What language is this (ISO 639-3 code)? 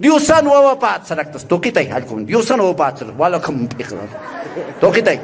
aym